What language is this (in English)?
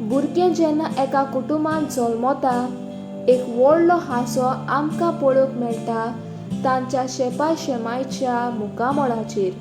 Konkani